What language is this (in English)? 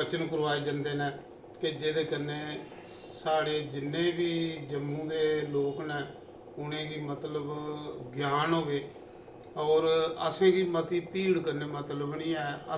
Dogri